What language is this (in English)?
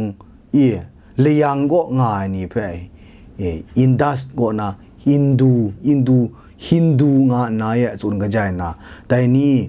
Kachin